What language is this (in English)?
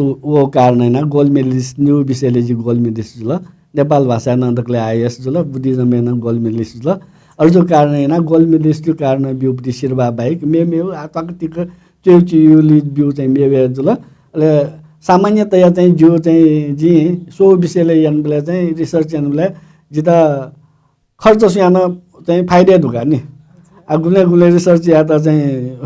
Newari